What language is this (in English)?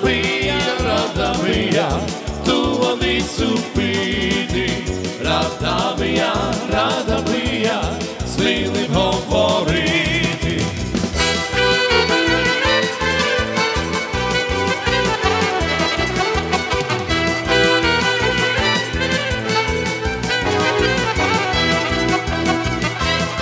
Ukrainian